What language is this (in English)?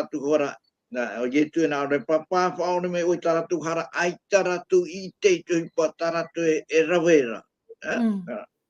Tahitian